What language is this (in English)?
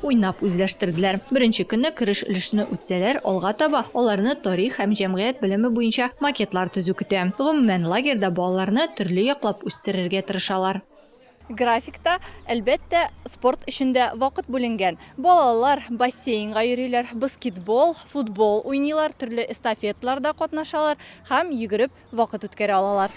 Tatar